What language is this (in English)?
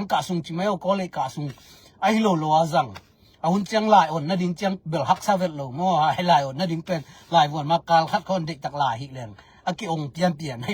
Tedim Chin